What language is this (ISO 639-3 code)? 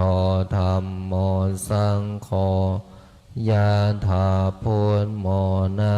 pli